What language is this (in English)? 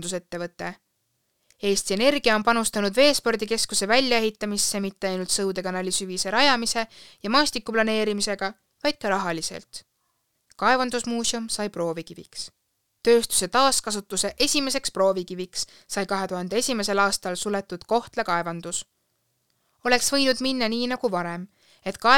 Estonian